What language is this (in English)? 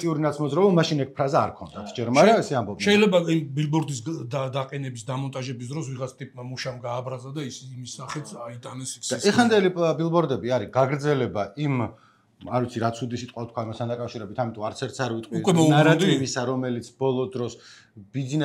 Georgian